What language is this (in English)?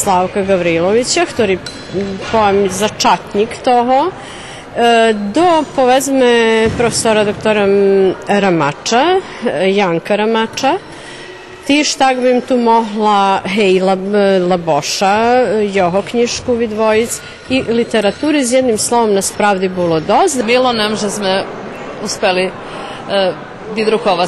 Rusyn